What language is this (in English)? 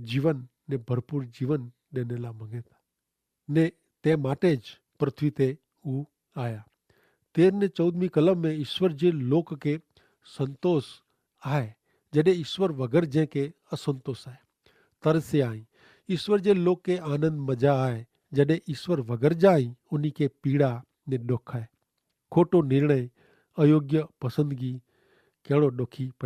Kachhi